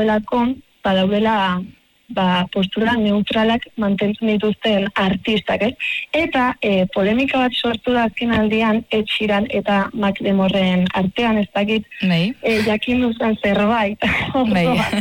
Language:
Basque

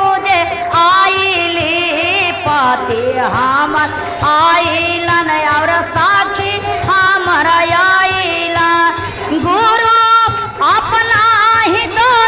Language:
Magahi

